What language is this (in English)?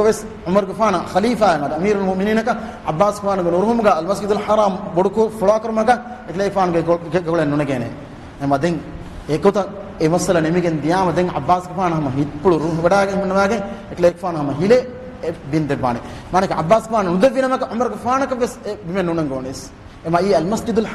Divehi